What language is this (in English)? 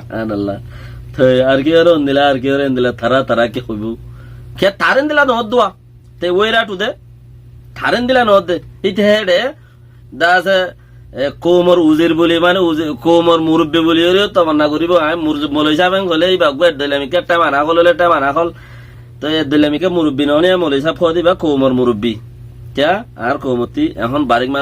Rohingya